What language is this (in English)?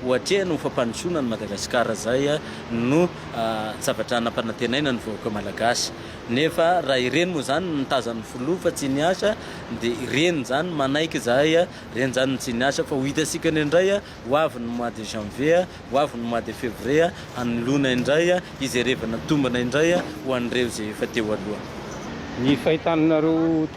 Malagasy